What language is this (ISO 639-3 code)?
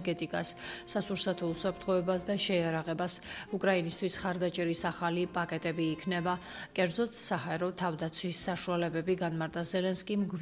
kat